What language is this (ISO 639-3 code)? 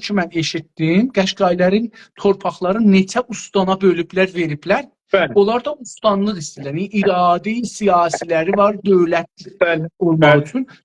azb